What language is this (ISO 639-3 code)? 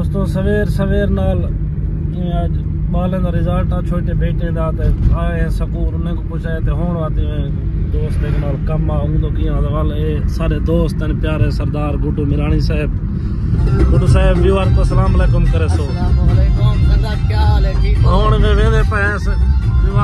skr